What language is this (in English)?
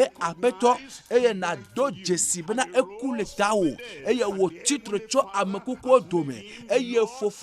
Ewe